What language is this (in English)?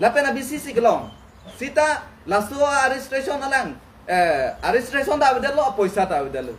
Karbi